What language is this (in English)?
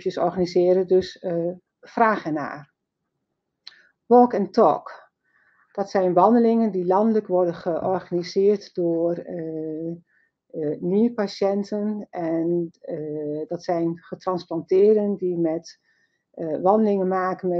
Dutch